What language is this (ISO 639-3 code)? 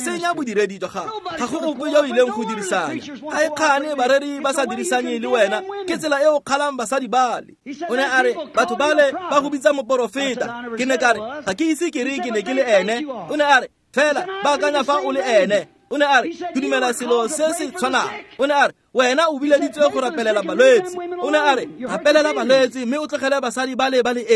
tsn